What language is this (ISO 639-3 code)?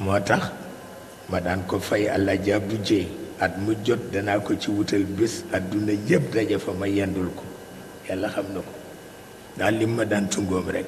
wol